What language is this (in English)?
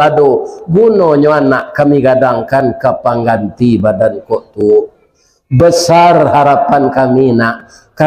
Minangkabau